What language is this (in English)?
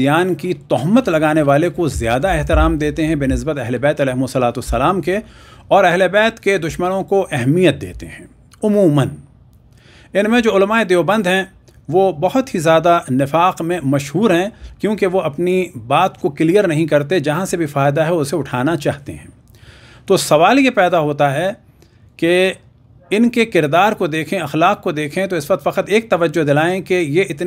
Urdu